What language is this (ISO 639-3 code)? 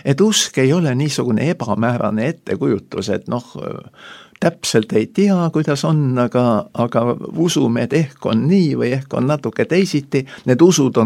est